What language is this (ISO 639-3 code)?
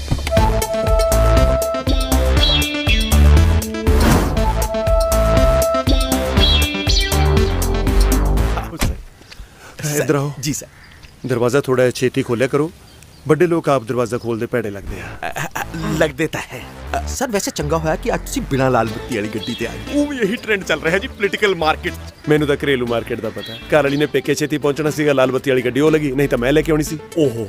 pan